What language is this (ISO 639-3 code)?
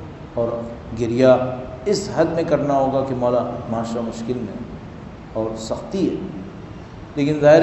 urd